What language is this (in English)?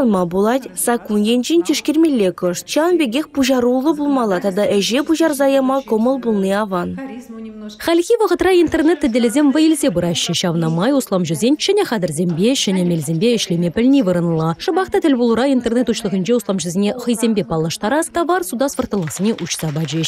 Chuvash